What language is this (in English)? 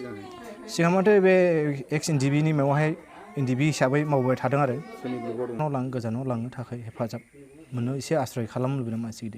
Bodo